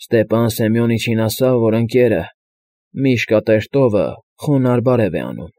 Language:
Armenian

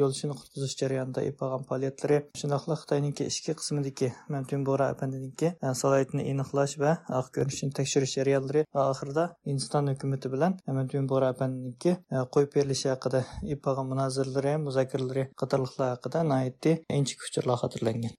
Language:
Uyghur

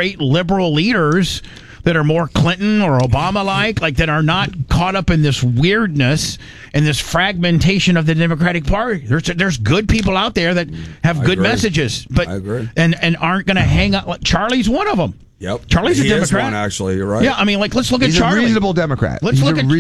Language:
English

